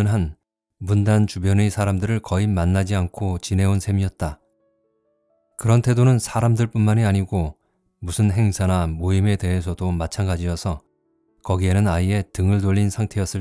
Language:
Korean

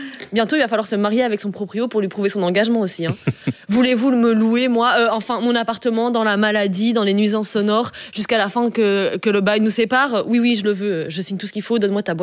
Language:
French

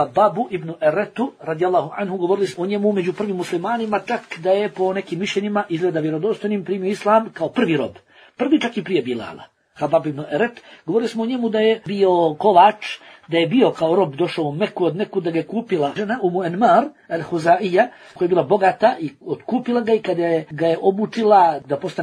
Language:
Bosnian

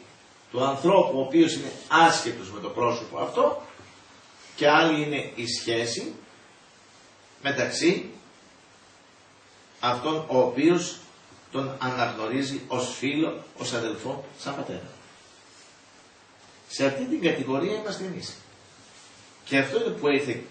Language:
Greek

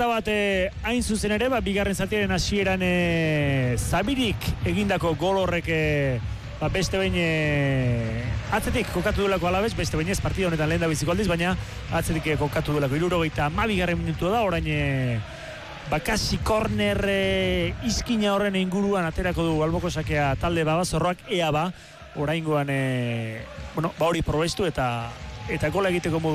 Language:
Basque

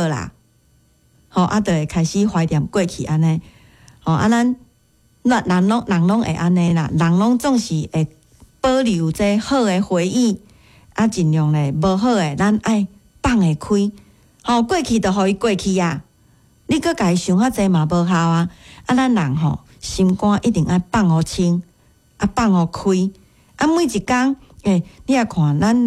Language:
Min Nan Chinese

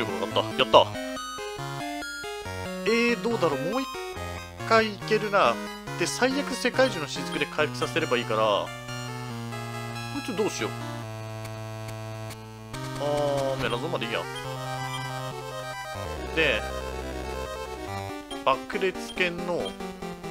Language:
Japanese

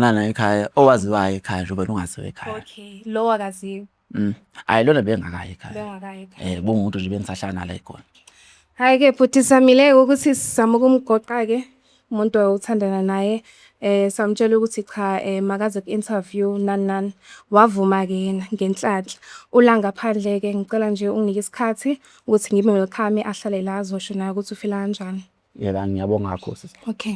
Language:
Zulu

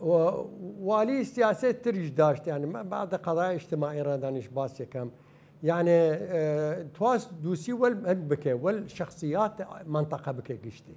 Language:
Southern Kurdish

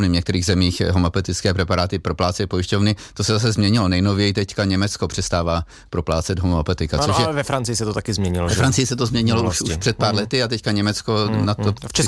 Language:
Czech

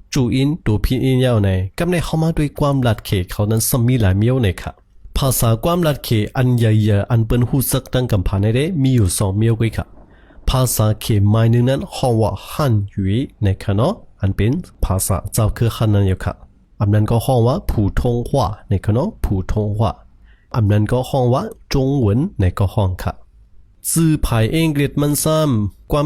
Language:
Shan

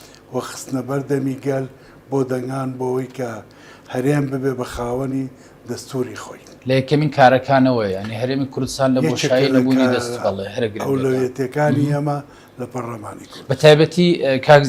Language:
Central Kurdish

